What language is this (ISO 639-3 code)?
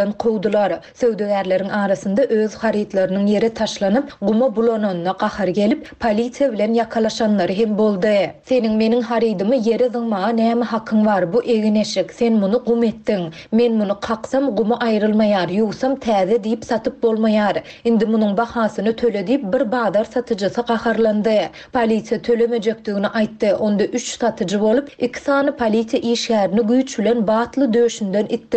tuk